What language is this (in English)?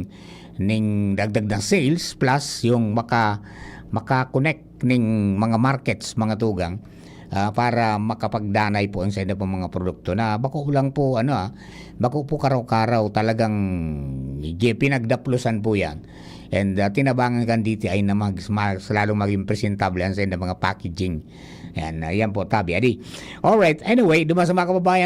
Bikol